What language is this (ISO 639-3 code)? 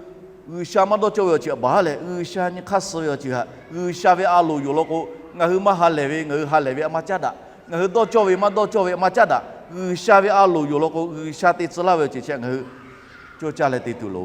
lhu